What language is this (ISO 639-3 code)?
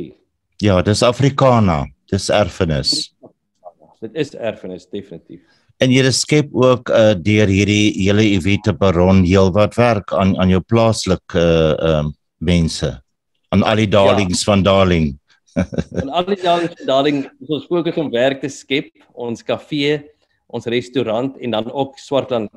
afr